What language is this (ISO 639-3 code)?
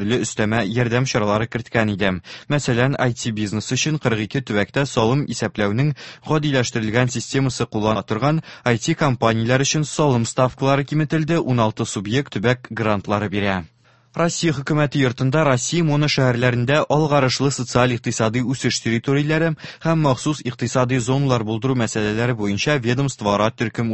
tat